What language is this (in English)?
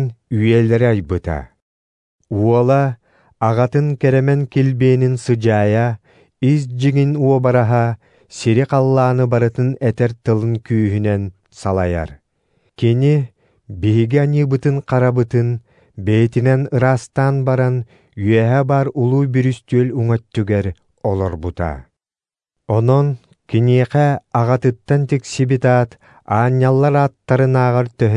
Yakut